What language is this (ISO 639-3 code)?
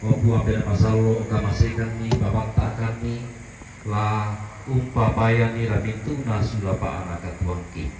sda